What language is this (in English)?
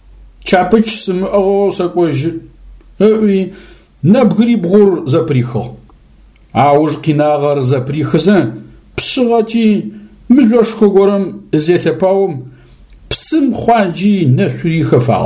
Adyghe